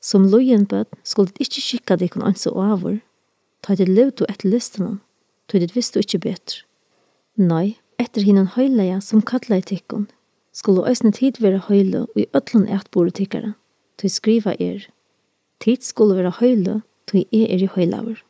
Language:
Faroese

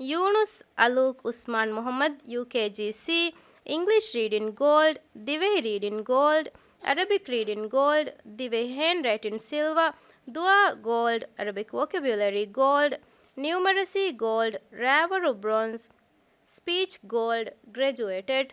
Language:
Divehi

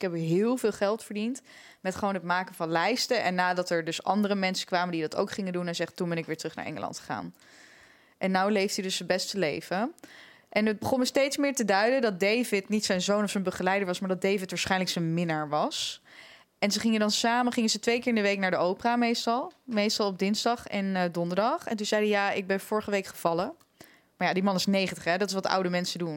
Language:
Dutch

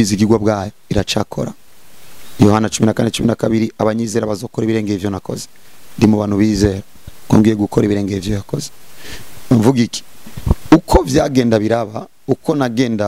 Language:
Rundi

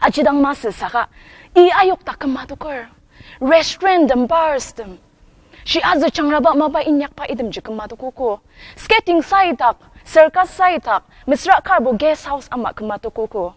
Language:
Ao Naga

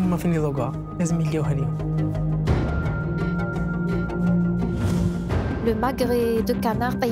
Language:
Algerian Arabic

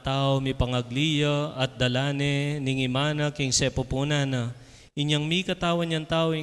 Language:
Pampanga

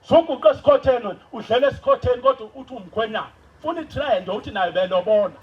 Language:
Zulu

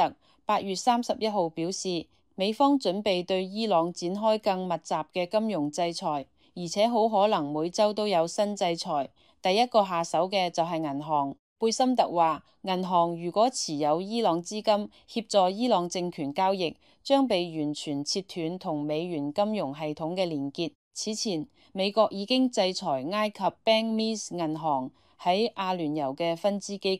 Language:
Cantonese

